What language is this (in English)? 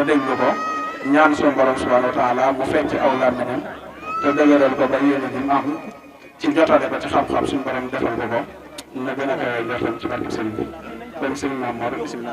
Wolof